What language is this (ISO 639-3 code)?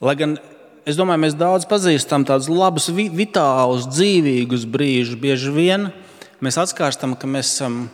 lav